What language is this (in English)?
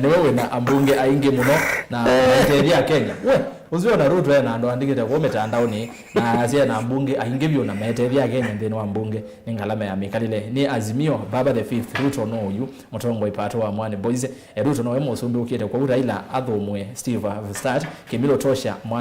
Kamba